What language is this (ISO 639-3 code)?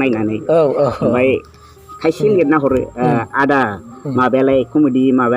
brx